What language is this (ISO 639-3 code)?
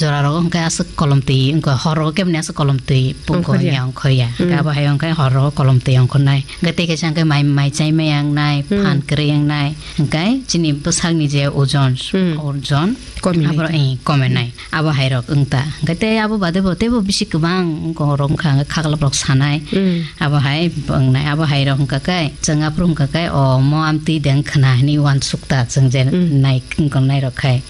trp